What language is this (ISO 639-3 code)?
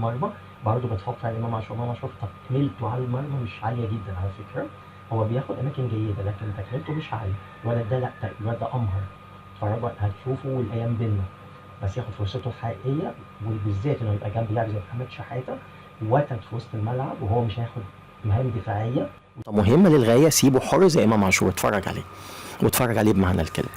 arz